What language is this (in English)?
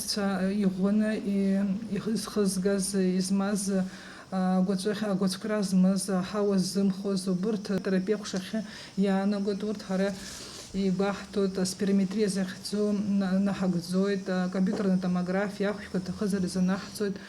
Abkhazian